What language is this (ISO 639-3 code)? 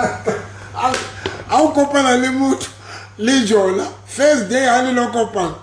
sot